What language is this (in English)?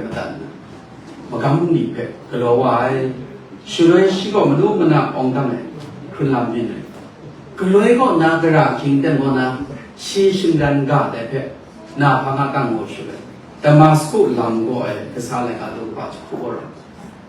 Kachin